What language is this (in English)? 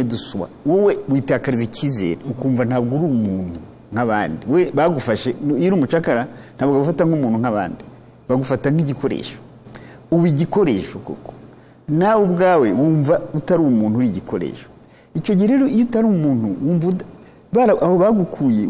Kinyarwanda